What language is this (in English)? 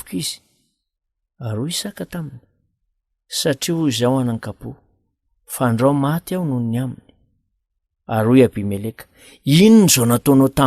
Malagasy